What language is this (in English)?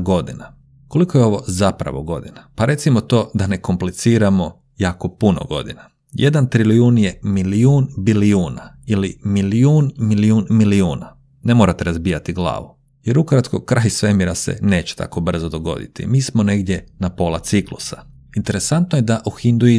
Croatian